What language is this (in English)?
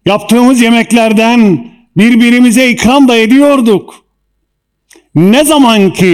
Turkish